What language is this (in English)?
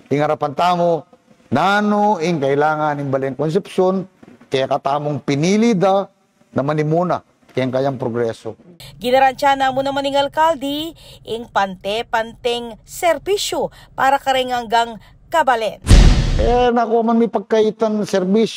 Pampanga